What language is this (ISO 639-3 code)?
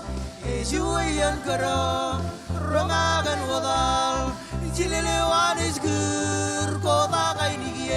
mah